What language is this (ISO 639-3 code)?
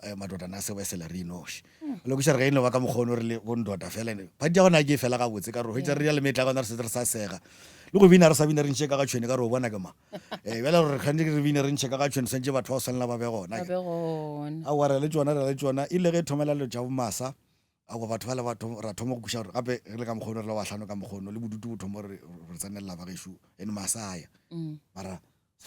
nso